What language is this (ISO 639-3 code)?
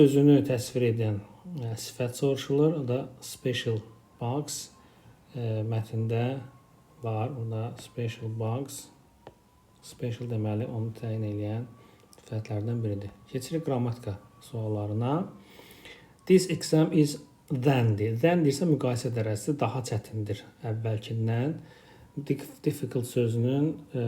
aze